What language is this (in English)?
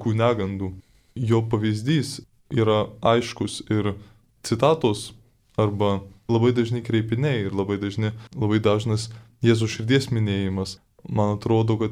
Lithuanian